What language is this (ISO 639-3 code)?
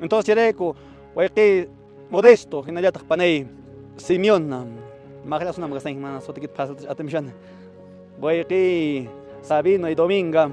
que